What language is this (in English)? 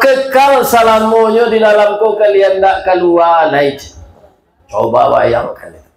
Minangkabau